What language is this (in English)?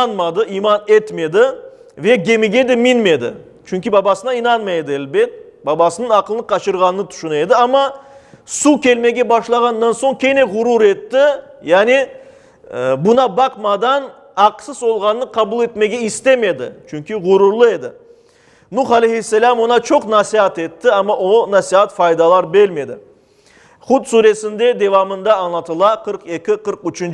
Crimean Tatar